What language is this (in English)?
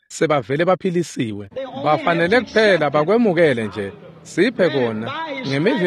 Swati